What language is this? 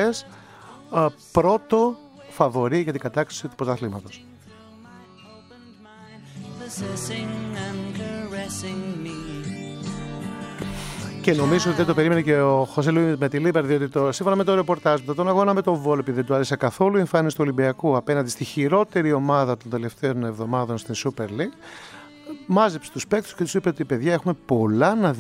Greek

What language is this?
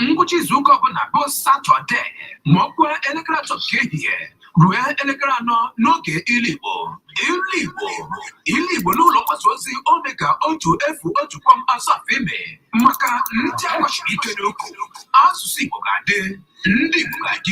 Igbo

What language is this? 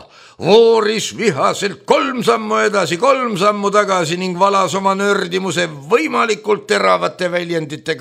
Estonian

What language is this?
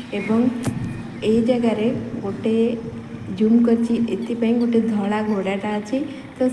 Odia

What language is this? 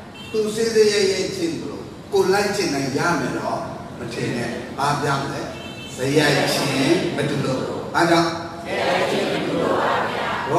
Burmese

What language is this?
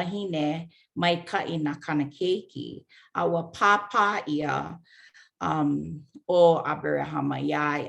Hawaiian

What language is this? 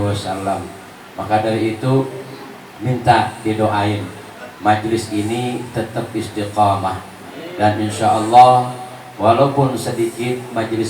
Betawi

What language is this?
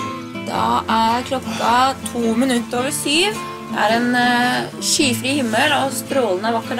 Norwegian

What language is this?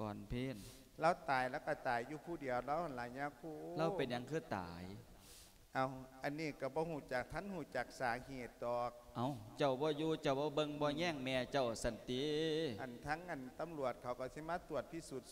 Lao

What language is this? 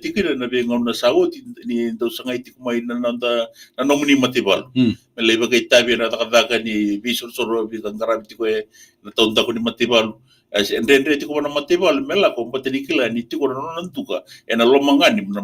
Fijian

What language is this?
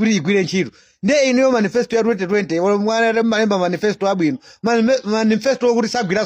Nyanja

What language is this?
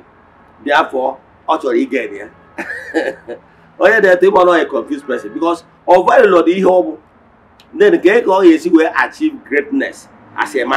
Igbo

